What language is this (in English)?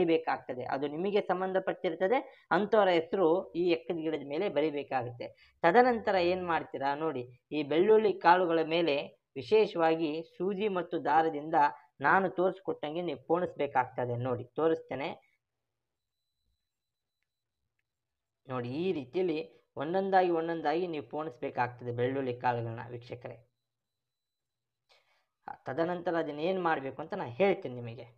Kannada